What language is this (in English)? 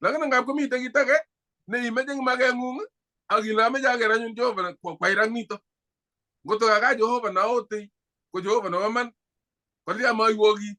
Kalenjin